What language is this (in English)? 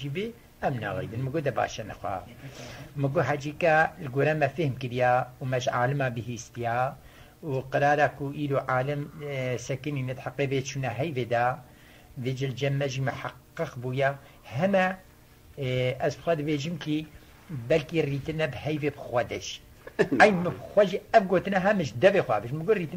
Kurdish